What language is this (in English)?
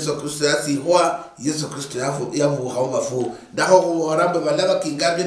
Luyia